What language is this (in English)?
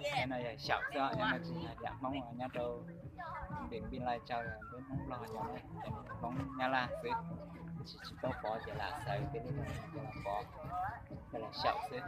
Hmong